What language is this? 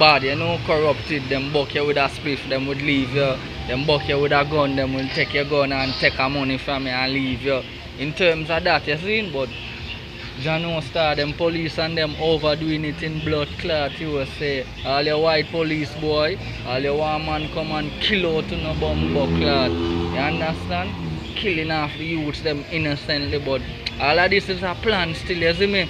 Jamaican Creole English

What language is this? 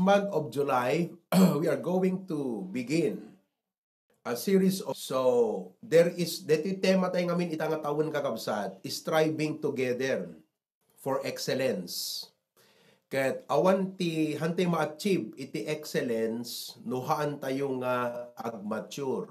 Iloko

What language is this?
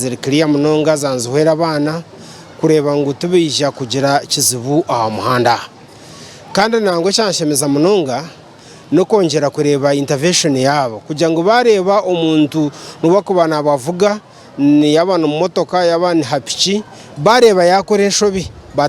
Nyankole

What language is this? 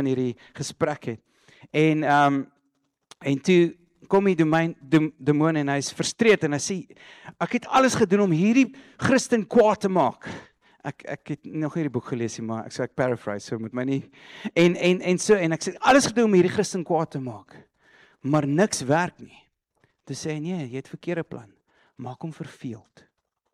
Afrikaans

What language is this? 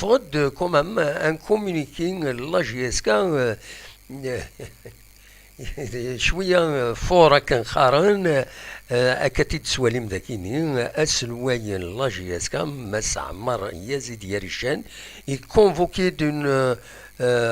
Kabyle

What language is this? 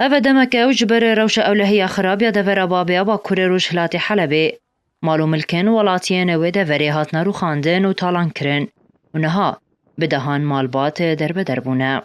Kurdish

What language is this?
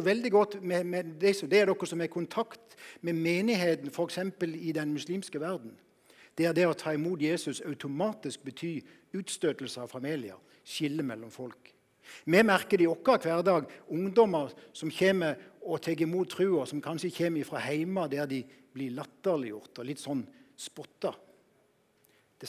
Norwegian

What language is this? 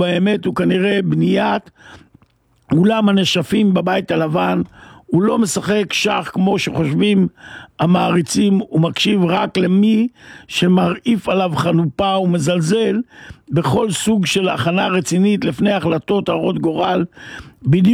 Hebrew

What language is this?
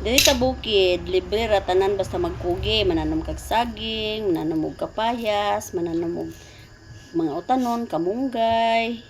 Cebuano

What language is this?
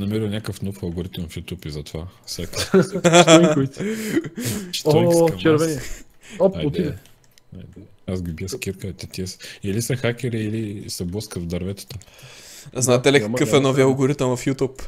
Bulgarian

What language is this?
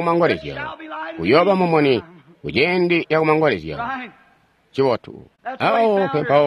Tonga (Zambia)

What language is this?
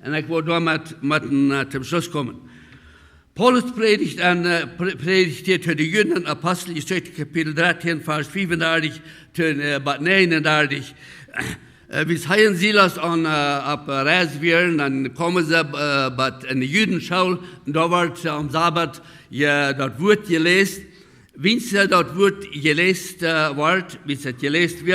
Plautdietsch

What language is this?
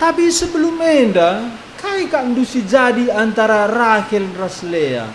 Batak Karo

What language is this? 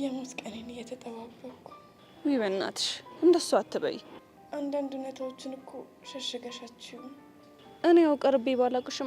Amharic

